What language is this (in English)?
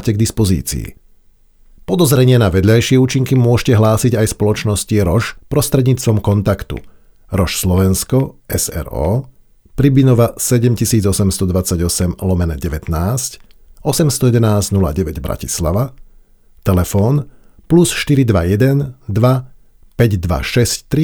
Slovak